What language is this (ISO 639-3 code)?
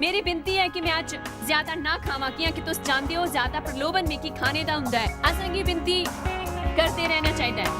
doi